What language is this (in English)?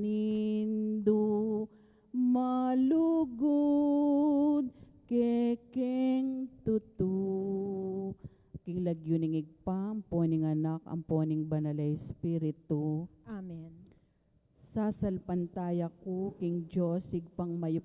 Pampanga